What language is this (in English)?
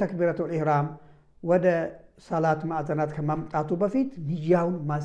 Amharic